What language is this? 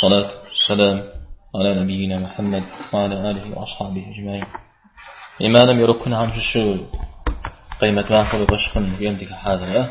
Kabardian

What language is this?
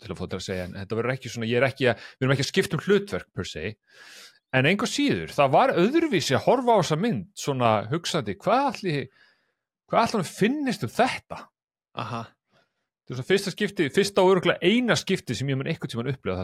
Icelandic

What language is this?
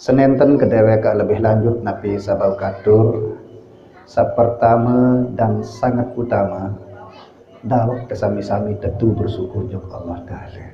Sasak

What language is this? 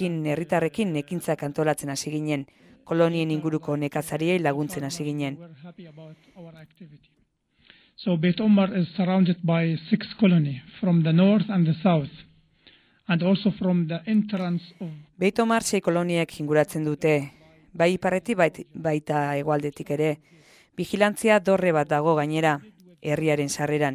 Basque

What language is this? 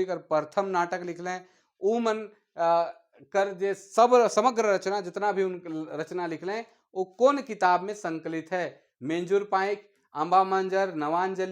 Sadri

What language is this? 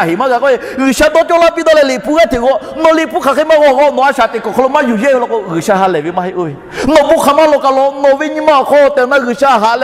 Lahu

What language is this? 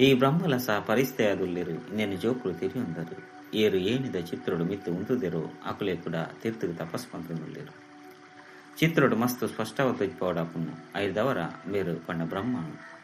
Tulu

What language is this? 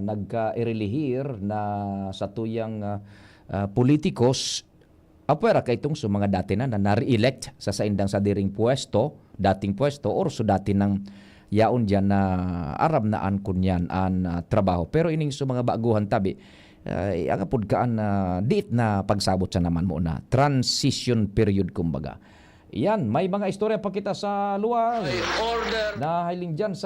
Bikol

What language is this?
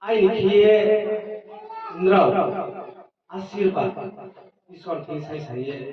Riang (India)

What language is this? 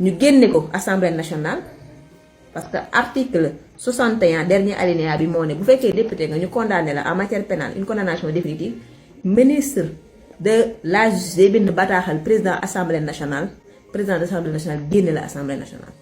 Wolof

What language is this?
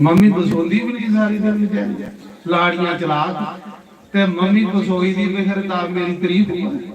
Dogri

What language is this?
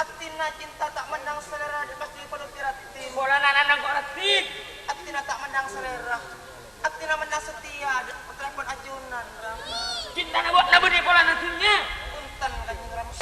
Madurese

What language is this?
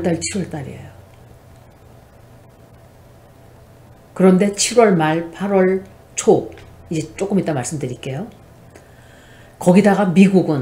Korean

